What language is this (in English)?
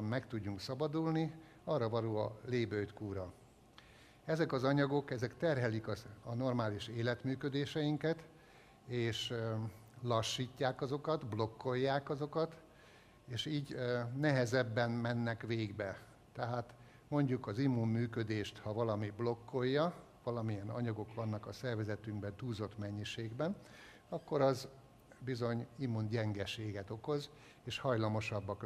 Hungarian